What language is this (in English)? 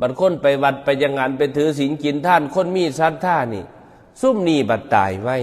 Northeastern Thai